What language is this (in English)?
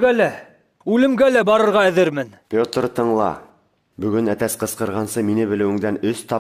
Bashkir